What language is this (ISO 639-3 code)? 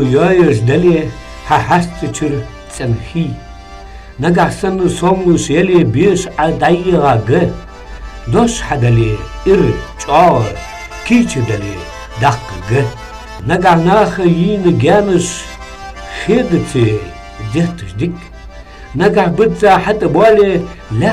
inh